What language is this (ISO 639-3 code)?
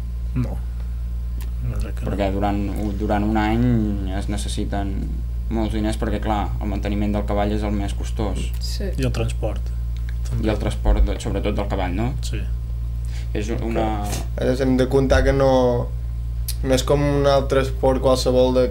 cat